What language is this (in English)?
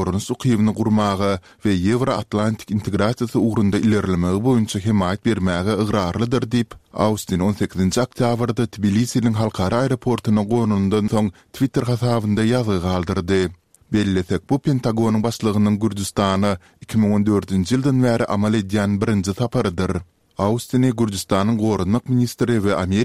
Turkmen